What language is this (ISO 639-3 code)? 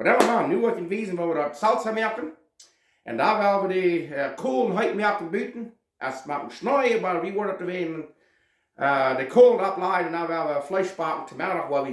pdt